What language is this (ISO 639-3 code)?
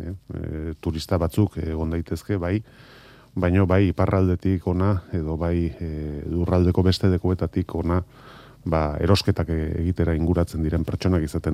eus